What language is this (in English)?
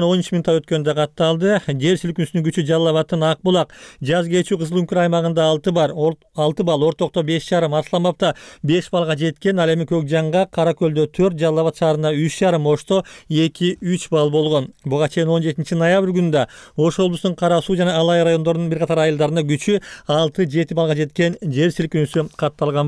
Kyrgyz